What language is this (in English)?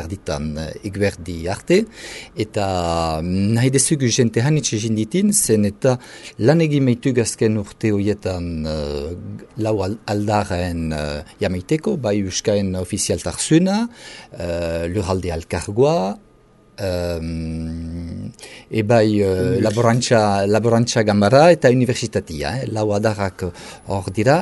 Basque